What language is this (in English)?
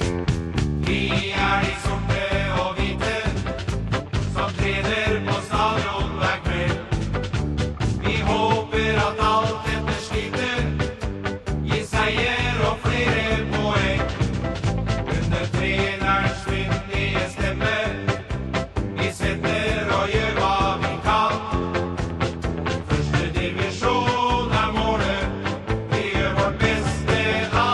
Norwegian